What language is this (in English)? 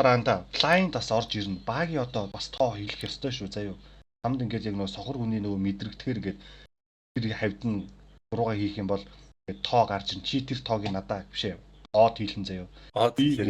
Mongolian